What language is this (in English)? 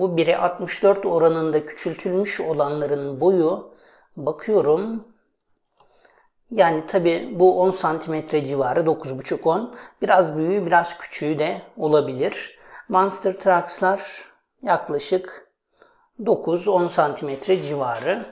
Turkish